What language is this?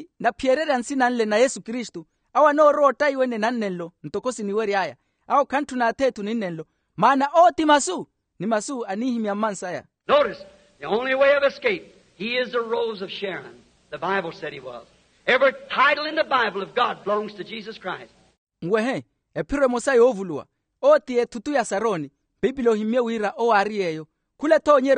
Makhuwa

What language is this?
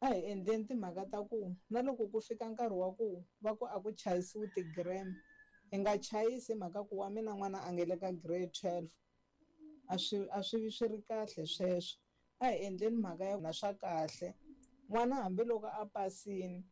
Tsonga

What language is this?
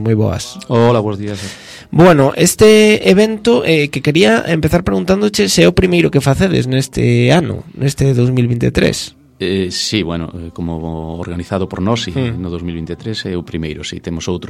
Galician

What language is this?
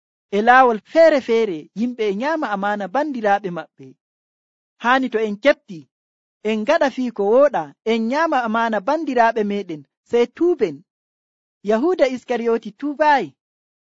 Nigerian Fulfulde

